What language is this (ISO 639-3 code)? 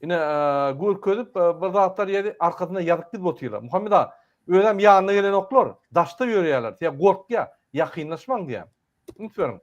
tuk